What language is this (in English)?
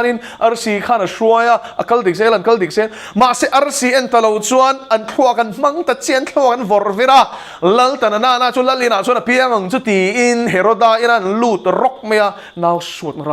Mizo